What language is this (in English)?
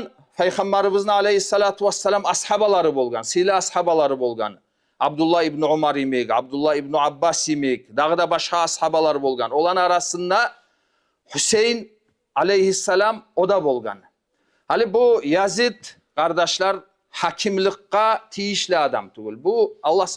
Kumyk